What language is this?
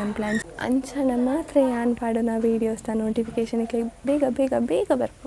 Tulu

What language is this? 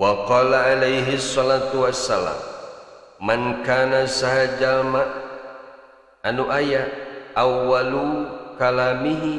Sundanese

